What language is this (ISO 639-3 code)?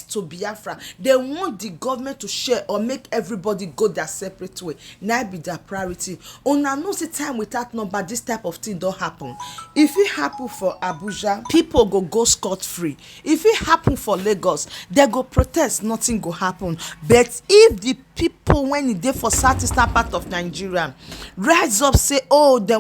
pcm